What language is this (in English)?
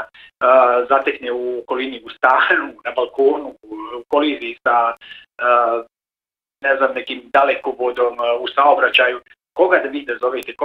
Bosnian